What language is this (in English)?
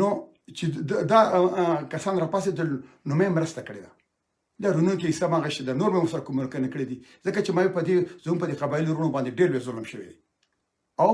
Pashto